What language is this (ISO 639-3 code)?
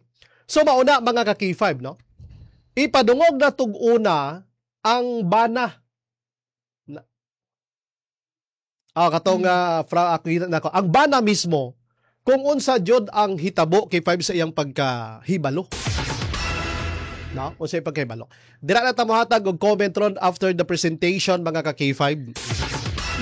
ceb